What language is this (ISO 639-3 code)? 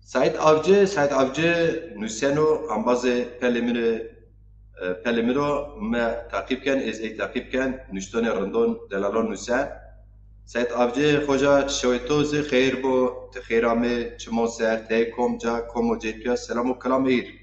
zza